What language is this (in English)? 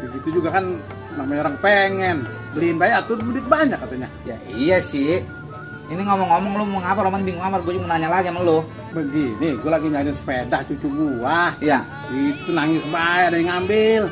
Betawi